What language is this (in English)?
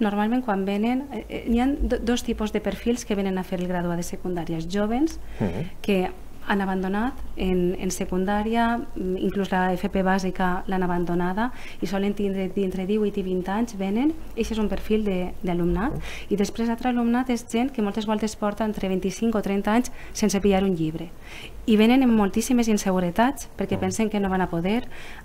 Catalan